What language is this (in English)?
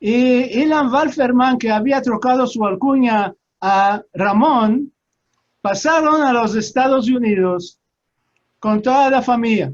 Ladino